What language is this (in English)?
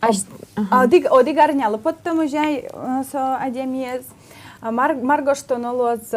Udmurt